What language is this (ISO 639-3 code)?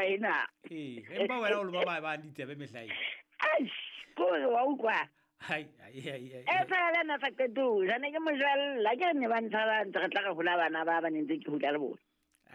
sot